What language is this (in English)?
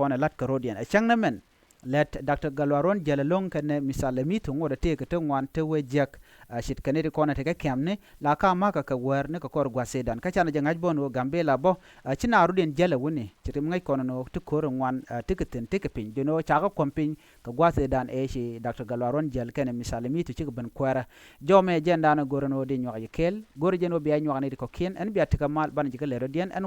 Nuer